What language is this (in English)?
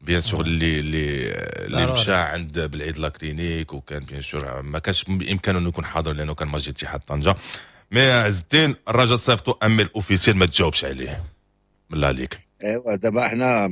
Moroccan Arabic